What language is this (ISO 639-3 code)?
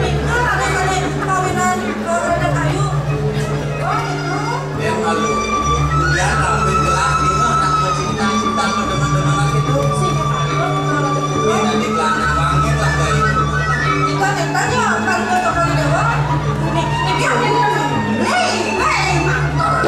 ban